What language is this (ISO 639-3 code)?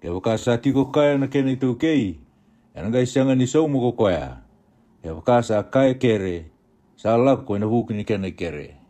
fij